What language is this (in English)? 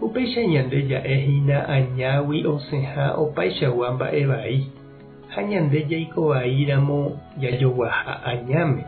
Guarani